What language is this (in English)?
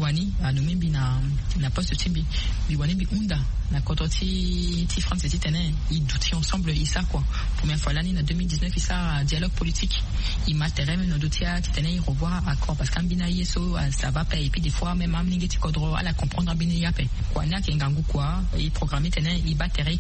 Sango